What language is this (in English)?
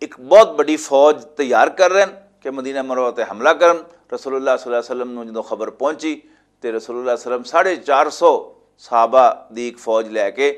Western Panjabi